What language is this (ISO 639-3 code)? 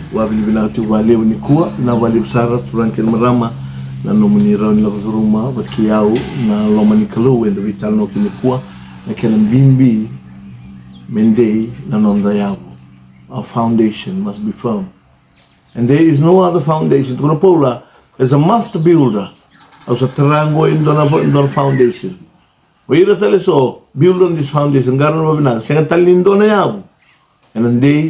fij